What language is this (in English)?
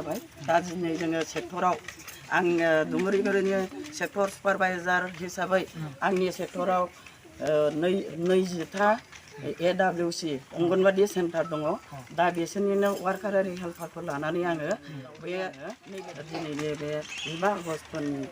Bodo